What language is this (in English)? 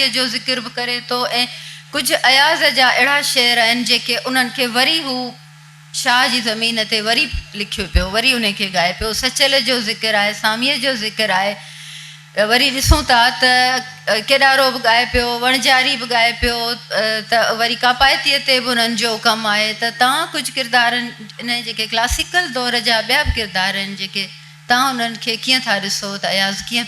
Sindhi